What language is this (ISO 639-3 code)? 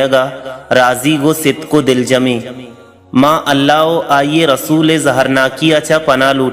bal